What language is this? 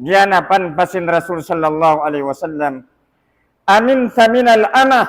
Tausug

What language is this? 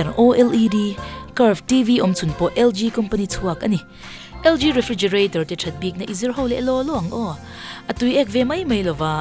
Mizo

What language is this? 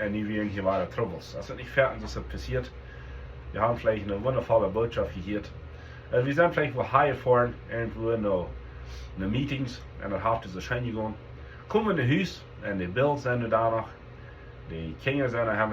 Plautdietsch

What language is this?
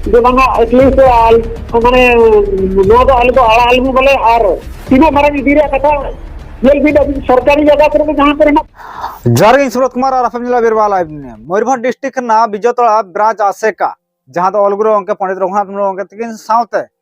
Santali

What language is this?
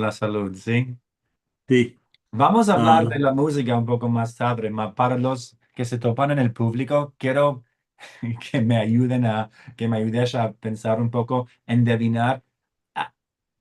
Ladino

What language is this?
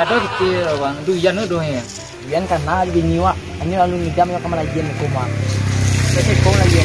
Minangkabau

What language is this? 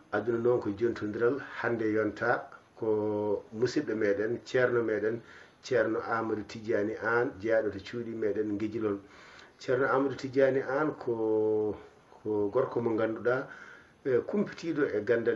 Fula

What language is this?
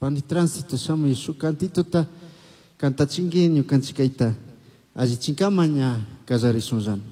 Chimborazo Highland Quichua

